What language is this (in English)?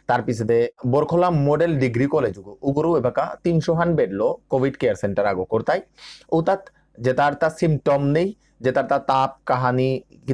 Bishnupriya